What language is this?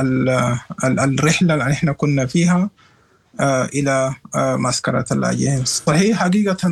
Sudanese Arabic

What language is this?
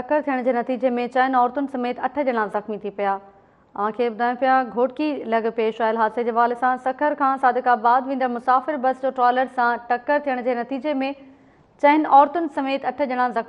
Sindhi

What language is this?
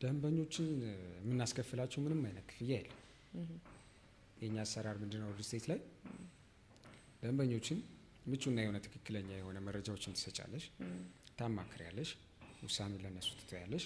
Amharic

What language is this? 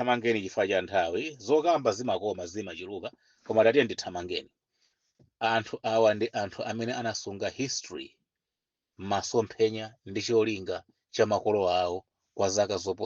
Nyanja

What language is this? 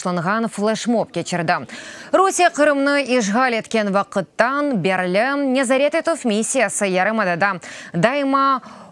Crimean Tatar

